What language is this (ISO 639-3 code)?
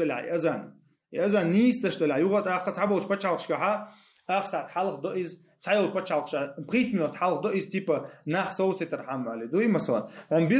che